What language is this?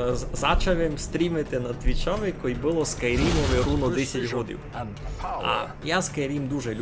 Rusyn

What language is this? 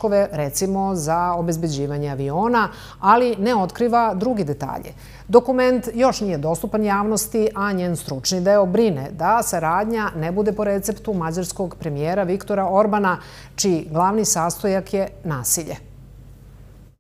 Serbian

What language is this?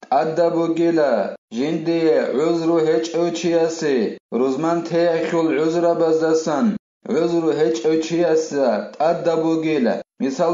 Avaric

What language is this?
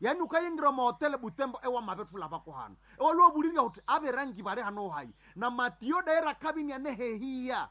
Nande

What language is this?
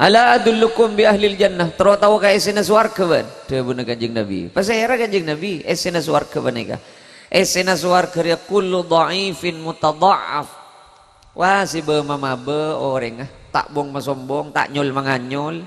Madurese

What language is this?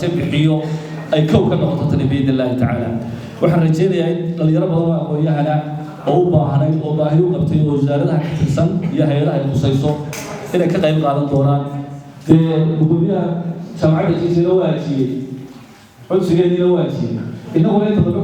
Somali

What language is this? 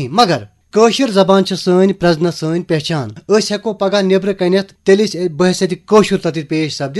Kashmiri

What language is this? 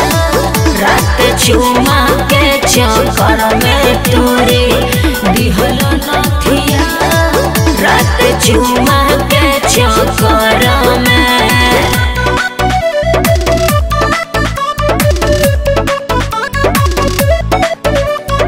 Bhojpuri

